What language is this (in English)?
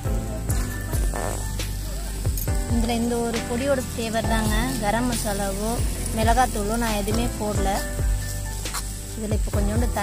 Tamil